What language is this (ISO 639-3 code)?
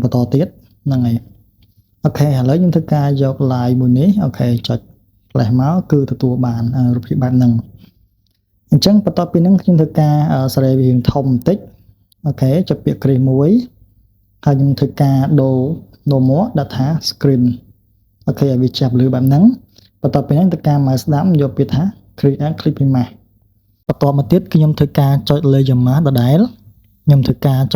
khm